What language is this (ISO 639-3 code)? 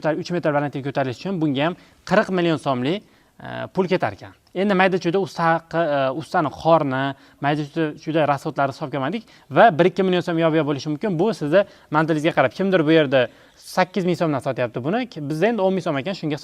uzb